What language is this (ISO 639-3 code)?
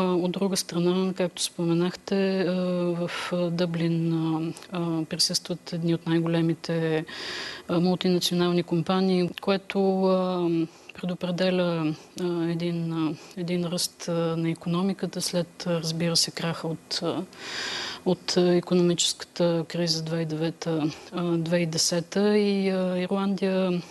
bul